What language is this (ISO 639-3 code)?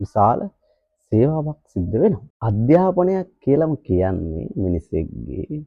sin